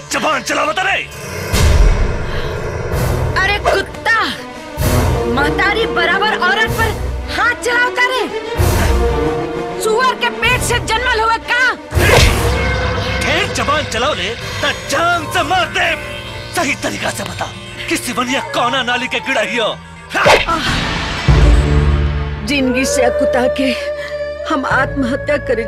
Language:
Bhojpuri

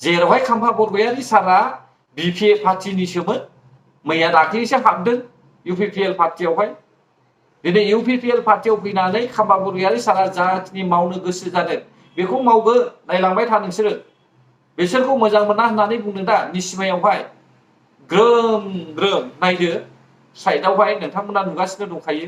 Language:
Bodo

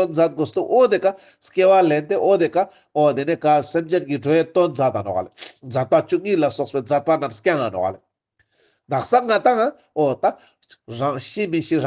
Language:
Ladakhi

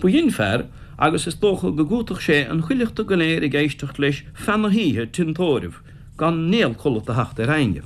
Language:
Irish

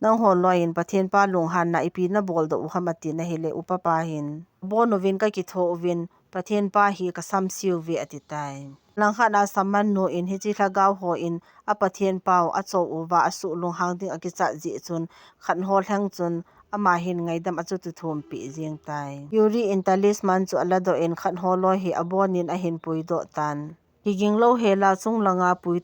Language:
Thado Chin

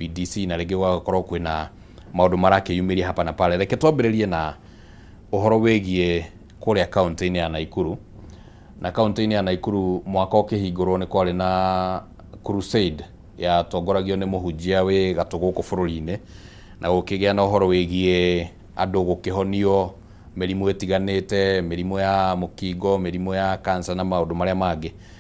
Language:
Kikuyu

